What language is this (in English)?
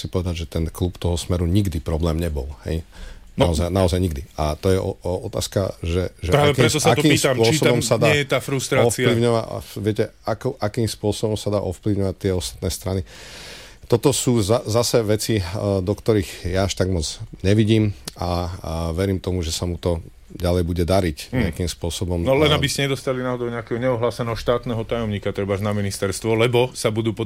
Slovak